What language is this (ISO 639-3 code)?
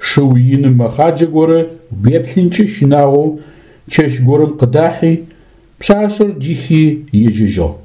ady